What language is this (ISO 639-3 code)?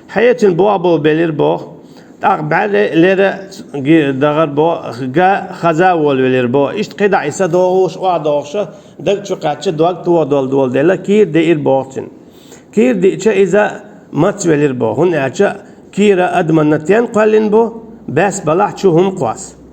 che